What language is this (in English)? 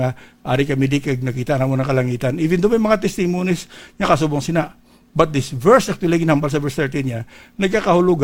Hiligaynon